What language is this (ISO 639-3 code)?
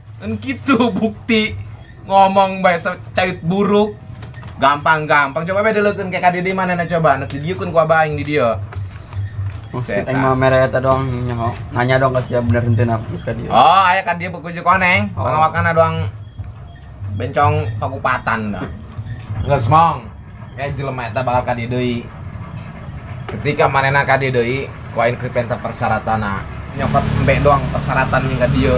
sun